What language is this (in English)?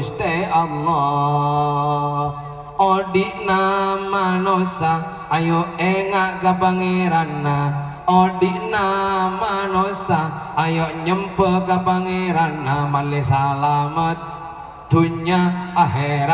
Madurese